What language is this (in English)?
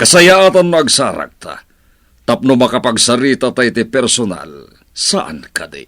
Iloko